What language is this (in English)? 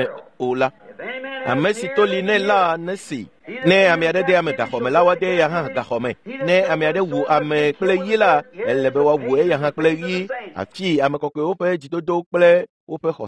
Ewe